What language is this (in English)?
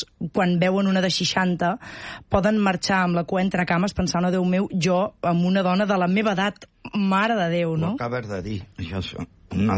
Catalan